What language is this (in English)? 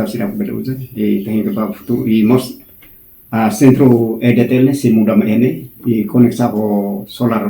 Tetum